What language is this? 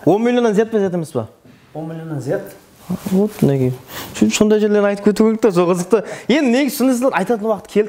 Kara-Kalpak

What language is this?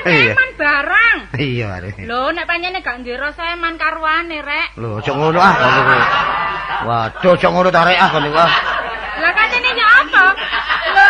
Javanese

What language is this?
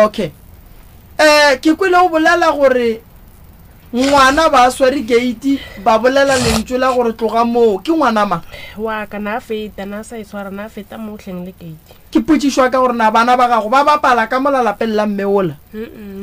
Northern Sotho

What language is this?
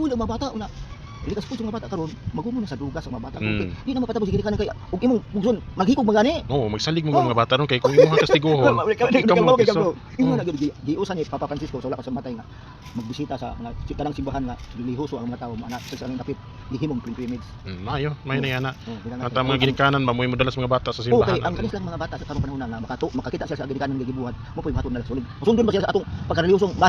Cebuano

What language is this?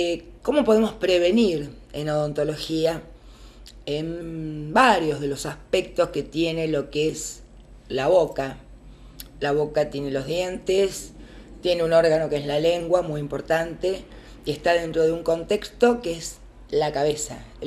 Spanish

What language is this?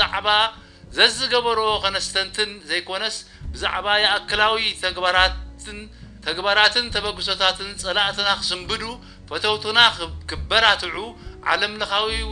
Tigrinya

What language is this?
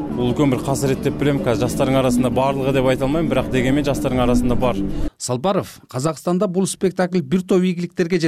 Kyrgyz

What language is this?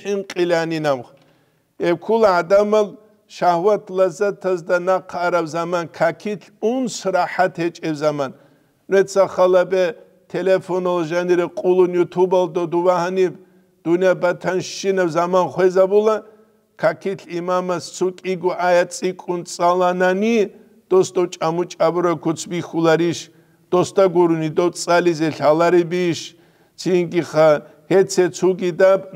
Avaric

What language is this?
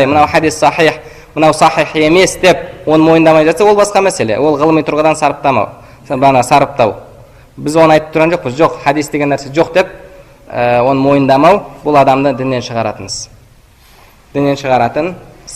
Kazakh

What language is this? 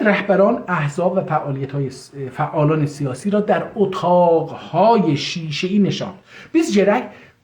South Azerbaijani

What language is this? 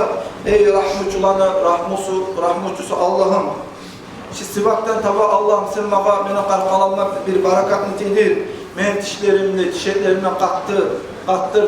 Kumyk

